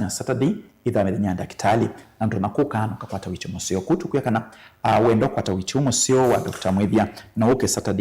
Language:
Kamba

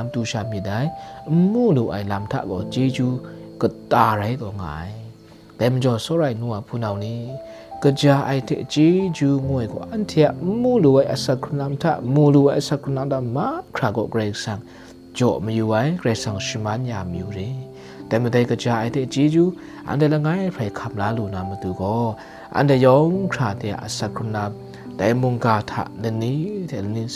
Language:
Kachin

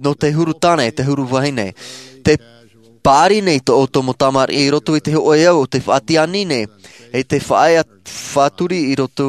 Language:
Tahitian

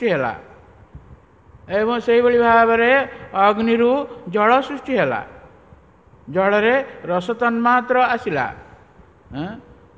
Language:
Odia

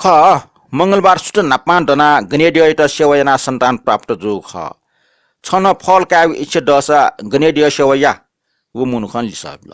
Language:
Newari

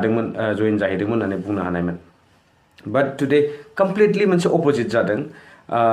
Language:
Bodo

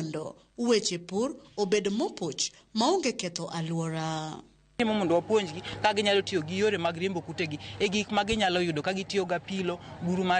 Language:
Luo (Kenya and Tanzania)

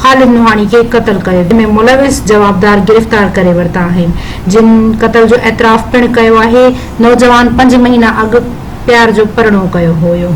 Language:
Sindhi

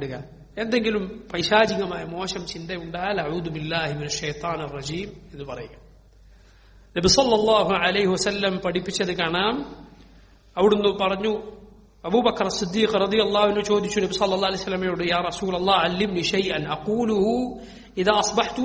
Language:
Malayalam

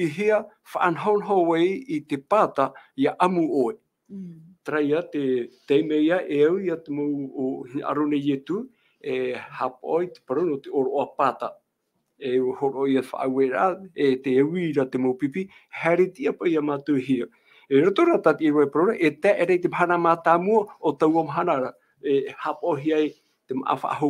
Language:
Tahitian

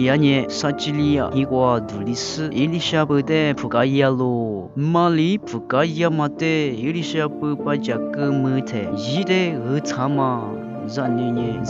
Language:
Lisu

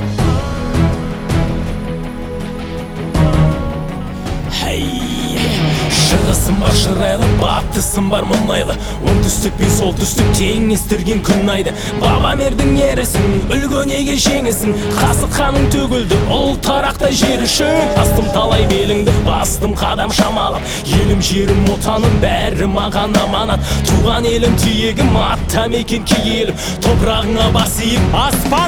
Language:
Kazakh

